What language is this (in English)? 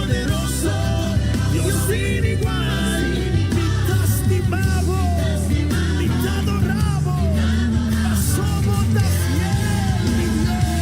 Papiamento